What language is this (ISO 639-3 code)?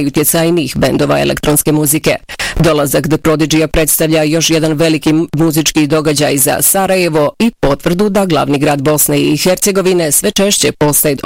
bos